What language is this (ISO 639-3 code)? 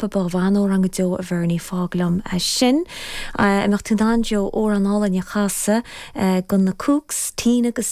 gle